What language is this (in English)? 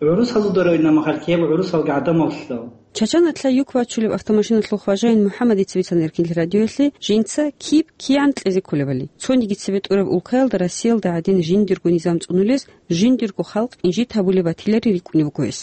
Avaric